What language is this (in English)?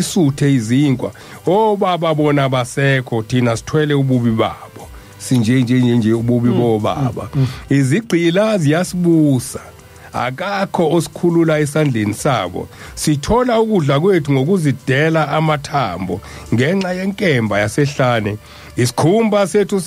Zulu